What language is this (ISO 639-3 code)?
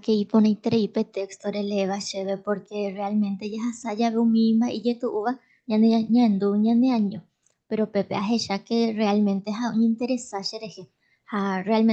grn